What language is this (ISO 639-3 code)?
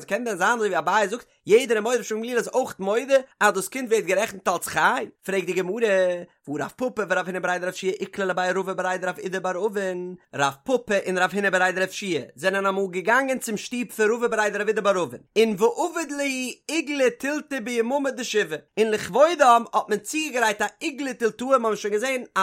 yid